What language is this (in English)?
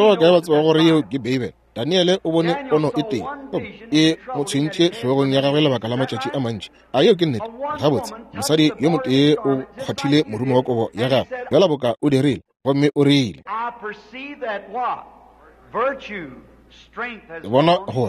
Northern Sotho